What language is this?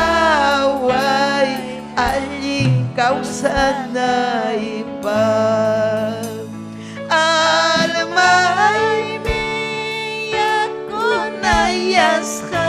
Ayacucho Quechua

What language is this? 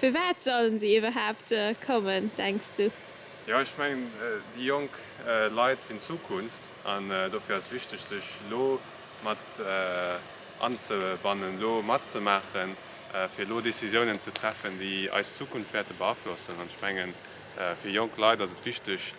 Luxembourgish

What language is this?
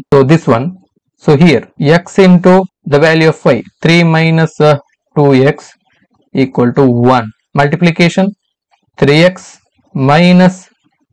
Kannada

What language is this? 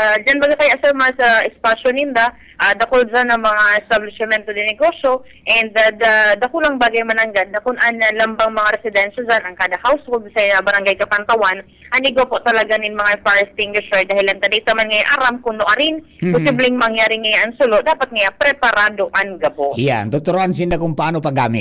Bikol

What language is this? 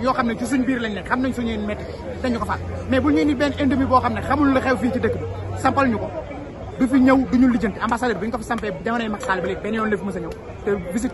Wolof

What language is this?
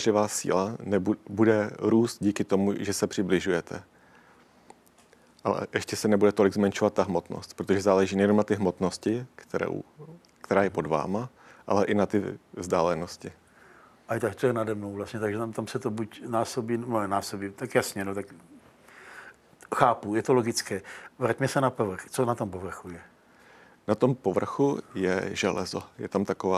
Czech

